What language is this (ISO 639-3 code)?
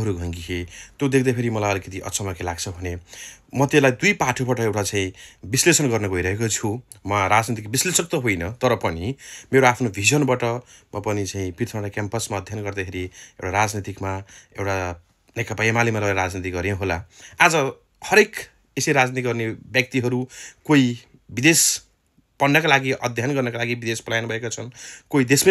nep